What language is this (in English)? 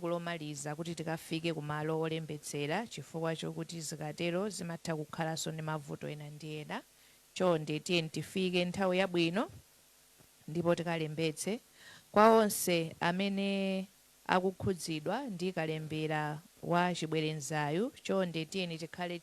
Nyanja